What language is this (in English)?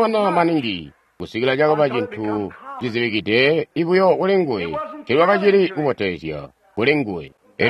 Tonga (Zambia)